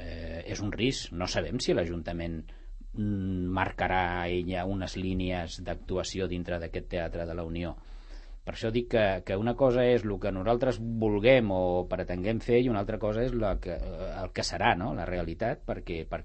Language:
Catalan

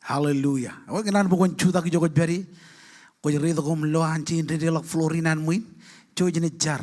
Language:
Marshallese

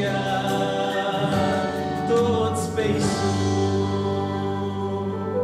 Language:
Romanian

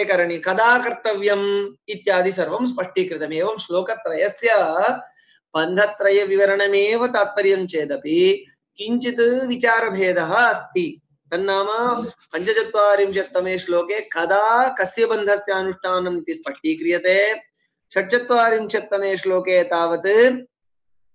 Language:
Sanskrit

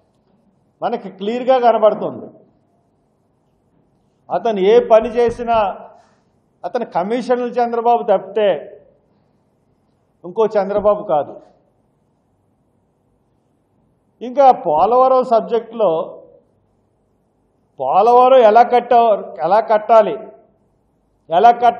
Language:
Telugu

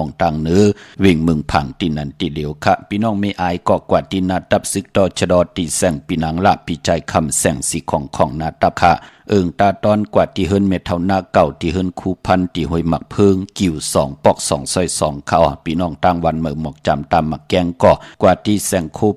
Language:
Shan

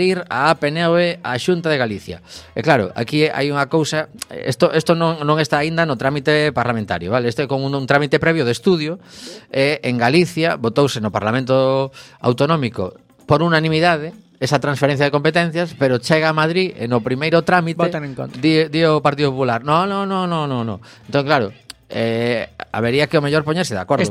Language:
Galician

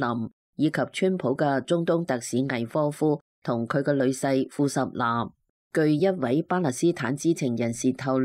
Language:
Cantonese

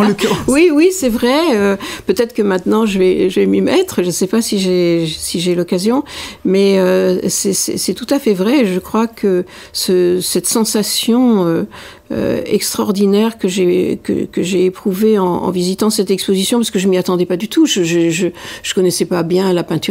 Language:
French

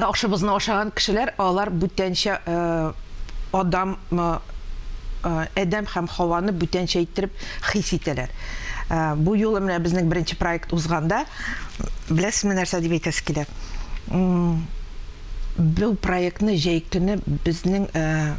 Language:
Tatar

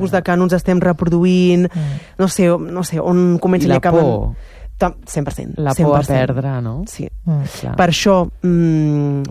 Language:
Catalan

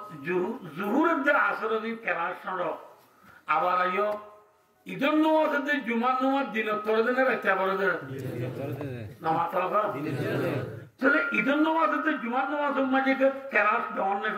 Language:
Rohingya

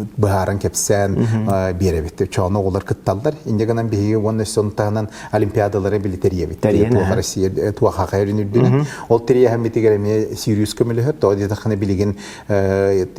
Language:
Yakut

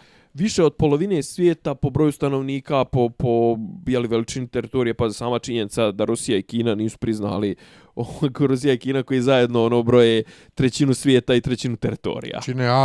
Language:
Bosnian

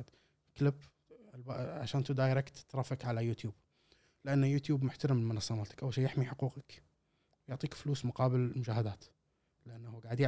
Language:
Gulf Arabic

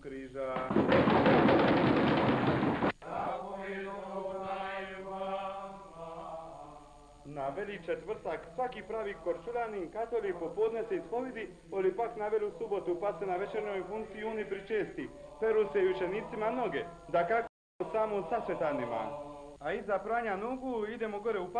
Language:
Croatian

